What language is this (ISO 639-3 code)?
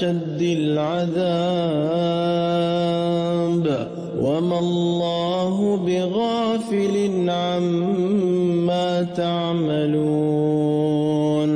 ara